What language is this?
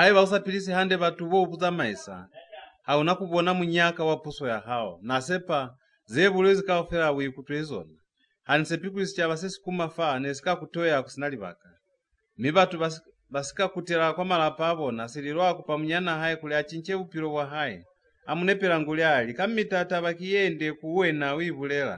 Lozi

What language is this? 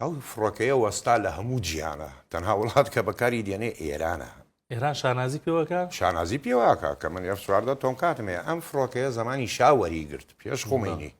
Central Kurdish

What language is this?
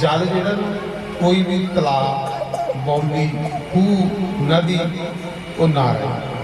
Dogri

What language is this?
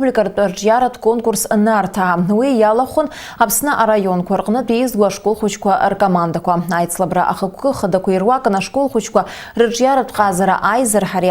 Abkhazian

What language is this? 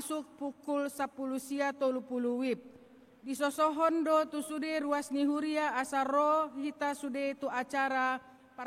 Batak Toba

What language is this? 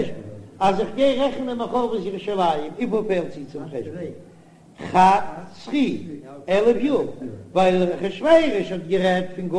Yiddish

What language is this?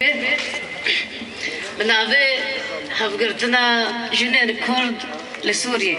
Kurdish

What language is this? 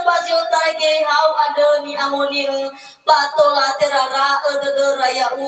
Nias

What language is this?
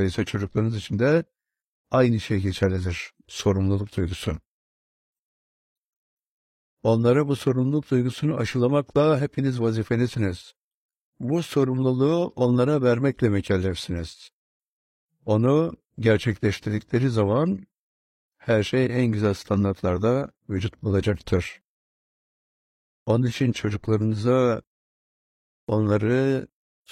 Turkish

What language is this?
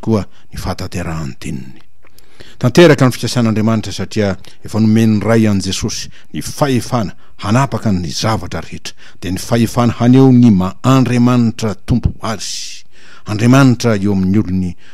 Malagasy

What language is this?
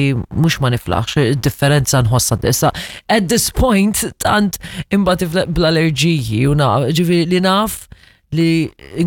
Maltese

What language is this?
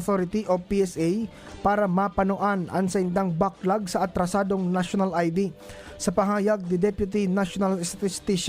Bikol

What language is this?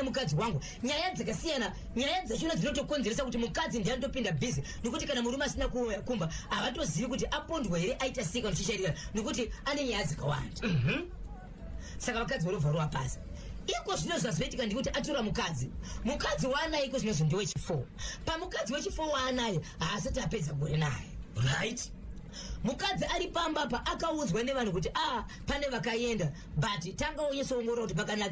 Shona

